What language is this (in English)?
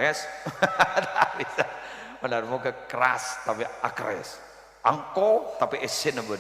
Madurese